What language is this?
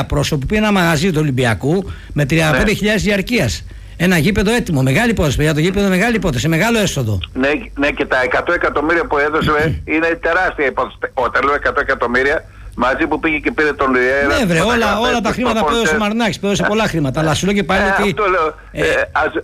Greek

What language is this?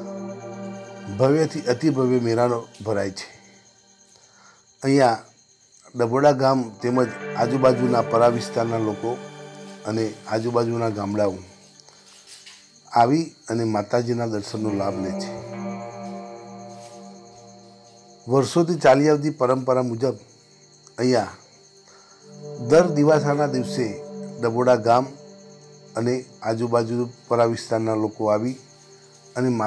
Gujarati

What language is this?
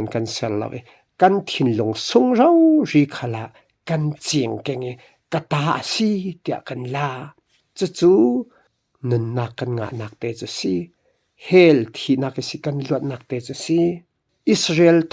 Falam Chin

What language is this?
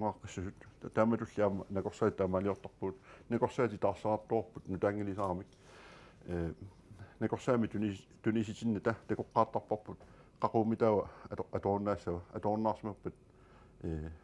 Kalaallisut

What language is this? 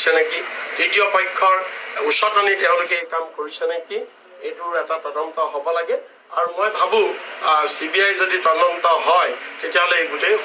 Assamese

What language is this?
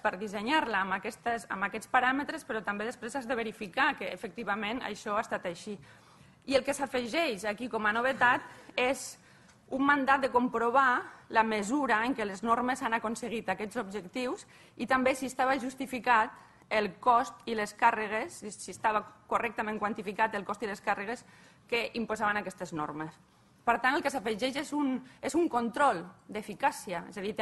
Catalan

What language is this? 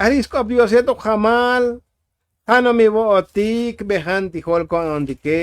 Tzotzil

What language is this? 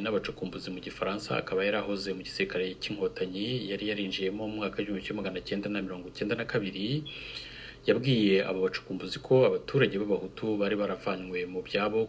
Kinyarwanda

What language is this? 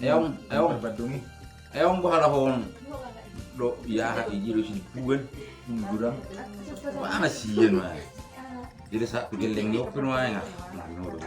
Batak Toba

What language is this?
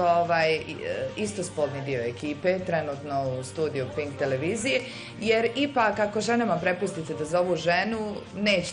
Bosnian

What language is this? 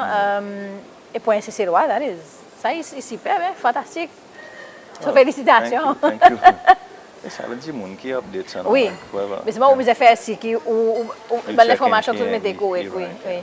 Seselwa Creole French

